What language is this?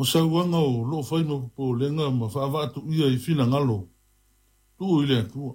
Samoan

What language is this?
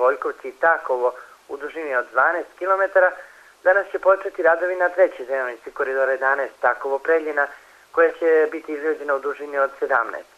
Serbian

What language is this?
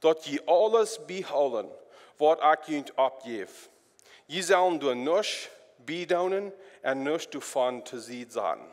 Plautdietsch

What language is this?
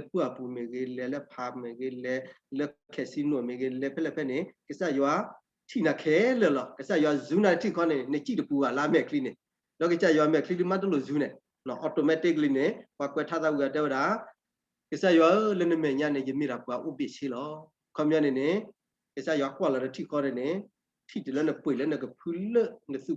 S'gaw Karen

